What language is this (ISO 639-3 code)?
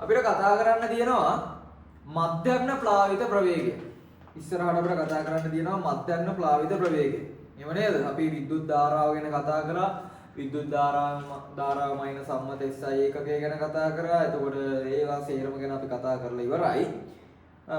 sin